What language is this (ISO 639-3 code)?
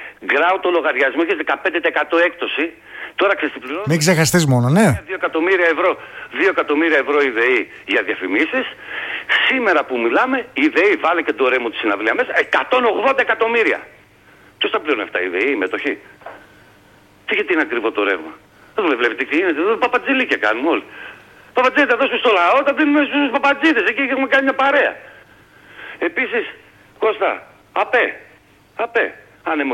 ell